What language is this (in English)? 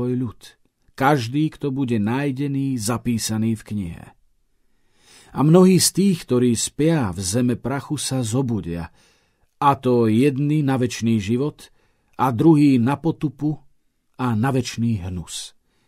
Slovak